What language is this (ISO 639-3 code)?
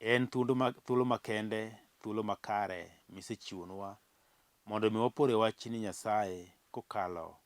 luo